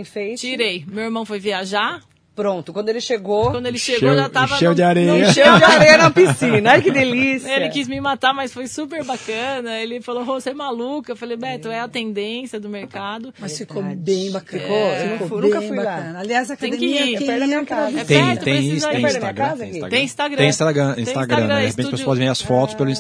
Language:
Portuguese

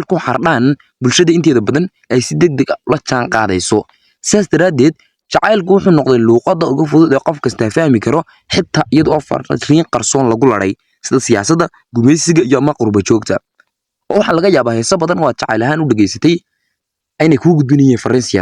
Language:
Somali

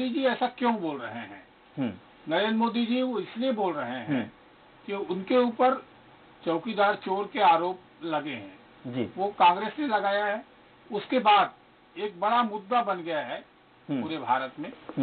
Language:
Hindi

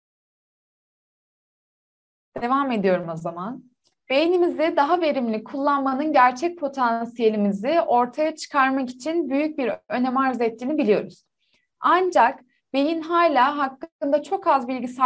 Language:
Turkish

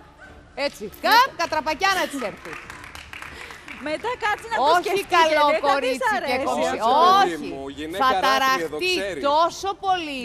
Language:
Greek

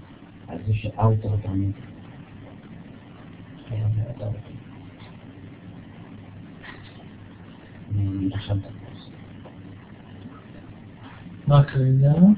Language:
Hebrew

